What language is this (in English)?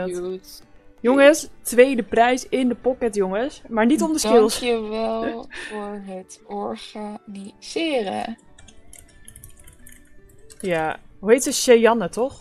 Dutch